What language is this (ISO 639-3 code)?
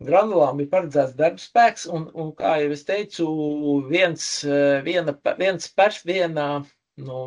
lav